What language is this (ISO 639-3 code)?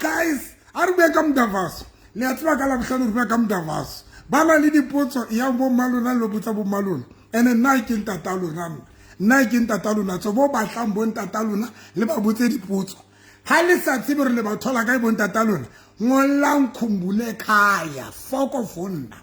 sot